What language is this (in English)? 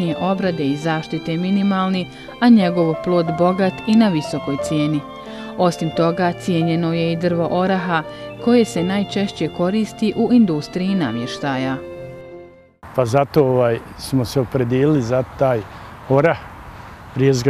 Bosnian